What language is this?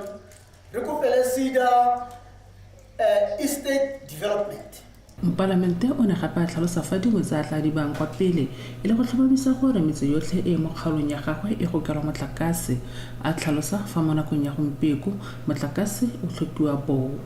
Tswana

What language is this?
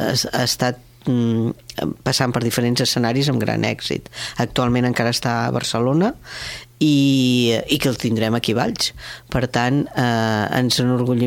Catalan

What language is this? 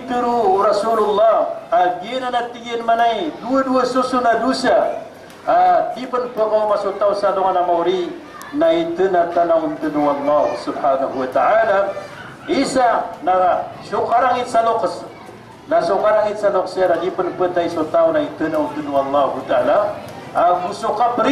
Maranao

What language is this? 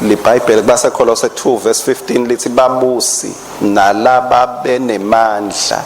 Swati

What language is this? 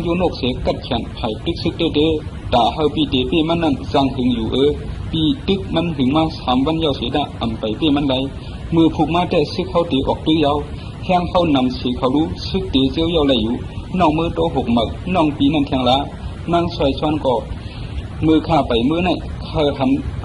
Shan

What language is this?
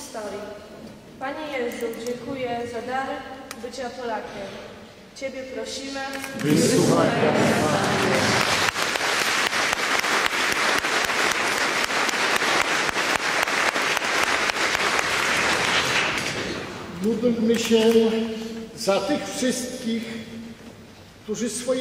Polish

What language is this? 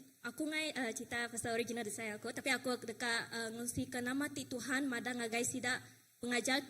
Iban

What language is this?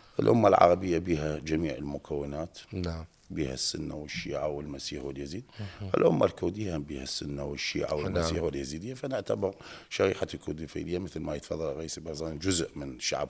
Mesopotamian Arabic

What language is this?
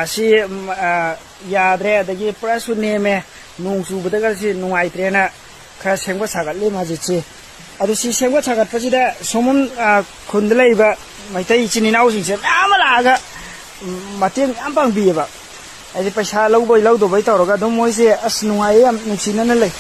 Manipuri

